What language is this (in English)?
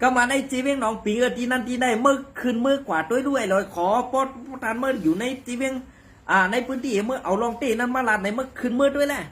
Shan